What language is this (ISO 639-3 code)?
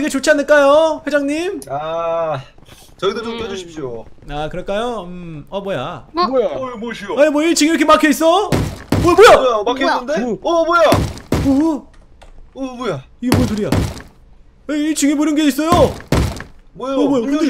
kor